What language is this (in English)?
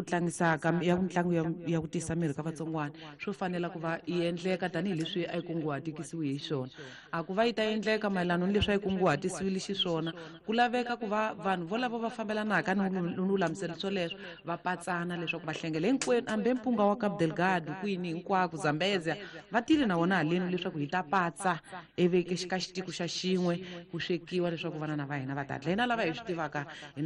Tsonga